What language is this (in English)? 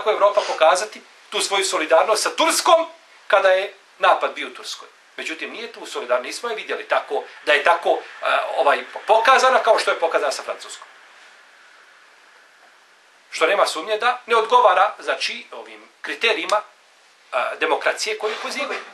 Bosnian